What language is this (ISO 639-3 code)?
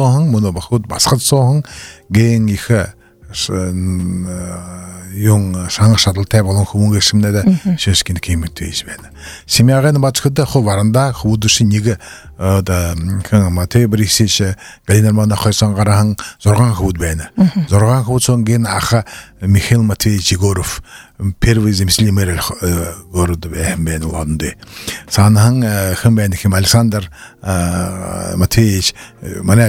bua